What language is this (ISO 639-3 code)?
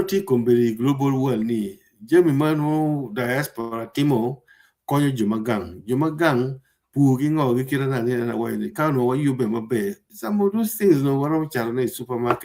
ach